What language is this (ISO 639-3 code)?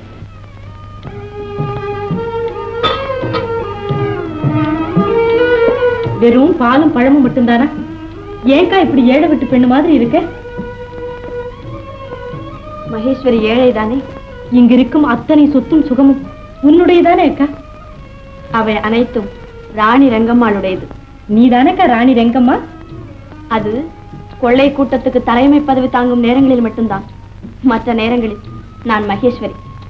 tam